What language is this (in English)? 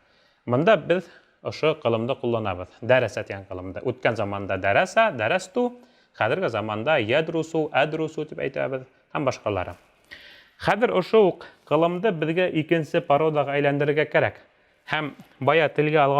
Bashkir